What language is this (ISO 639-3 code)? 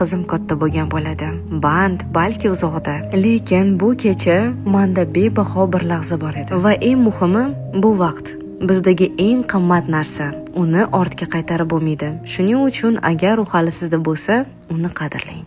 uzb